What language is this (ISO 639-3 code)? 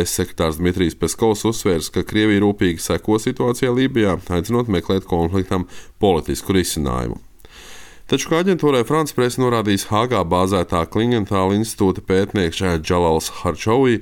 lav